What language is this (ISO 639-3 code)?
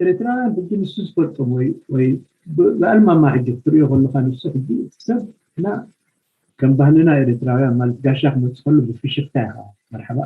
tir